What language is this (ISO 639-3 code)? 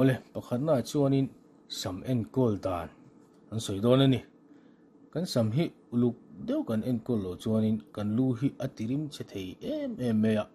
lus